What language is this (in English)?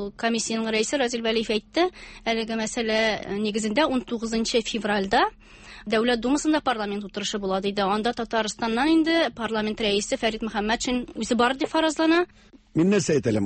Tatar